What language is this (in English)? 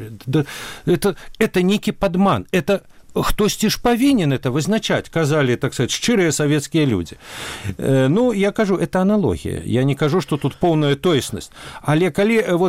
Belarusian